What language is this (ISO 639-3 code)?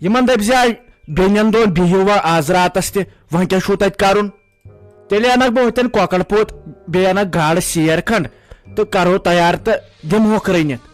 kas